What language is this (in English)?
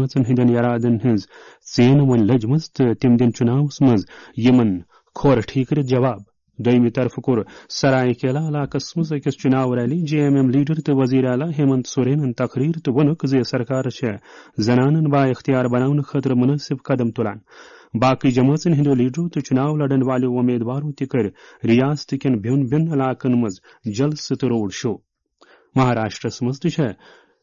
Kashmiri